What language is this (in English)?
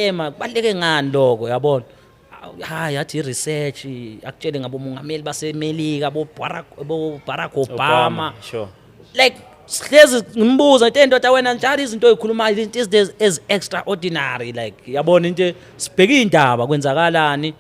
Zulu